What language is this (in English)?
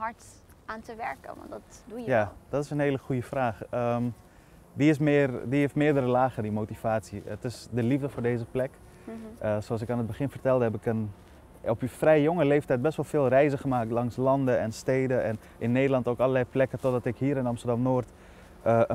Dutch